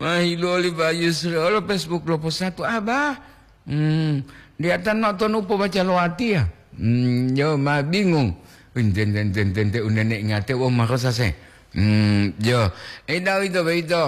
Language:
Gorontalo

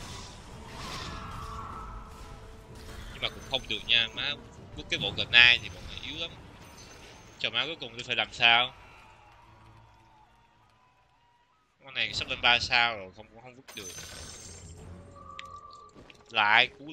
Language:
Vietnamese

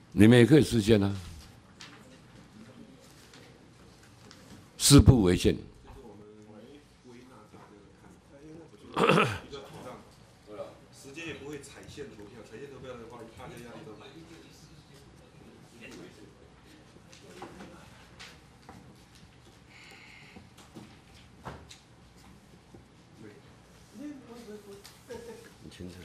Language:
Chinese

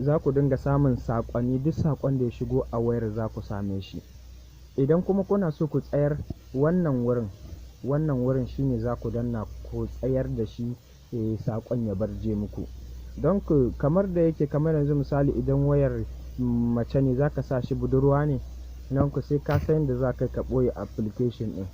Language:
Hausa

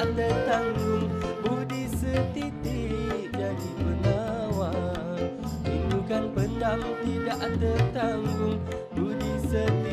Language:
Malay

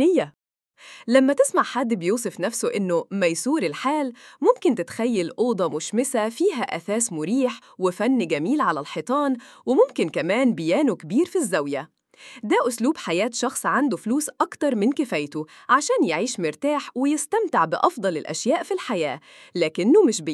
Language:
Egyptian Arabic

